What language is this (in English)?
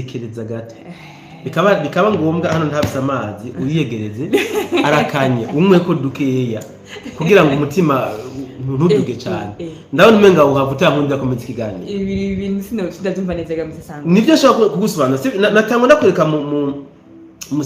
Rundi